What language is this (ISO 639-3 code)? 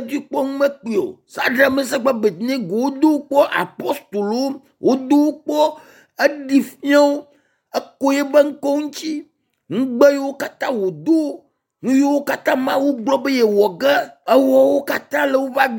ewe